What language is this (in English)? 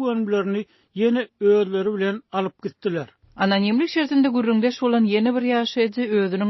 Turkmen